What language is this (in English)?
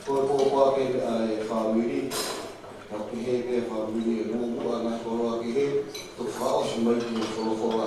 Tongan